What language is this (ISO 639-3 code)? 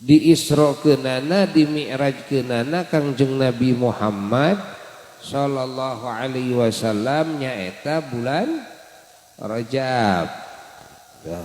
sun